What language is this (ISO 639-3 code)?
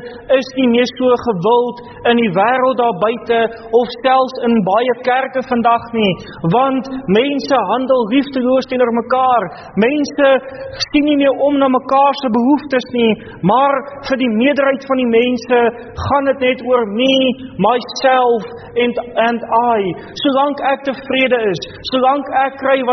afr